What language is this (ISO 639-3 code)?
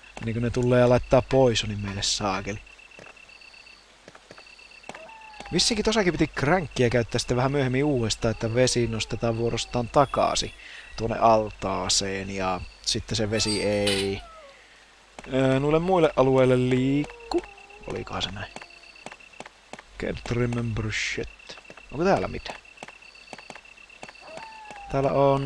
fin